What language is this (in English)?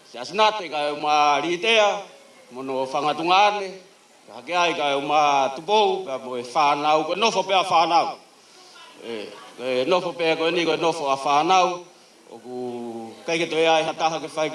Tongan